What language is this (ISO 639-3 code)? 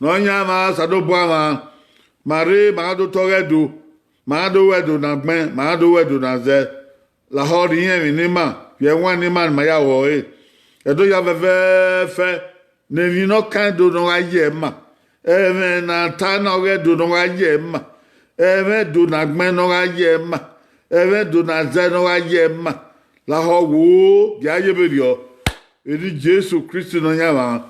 bin